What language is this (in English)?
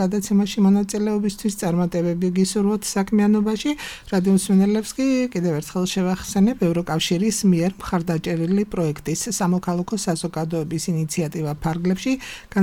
Georgian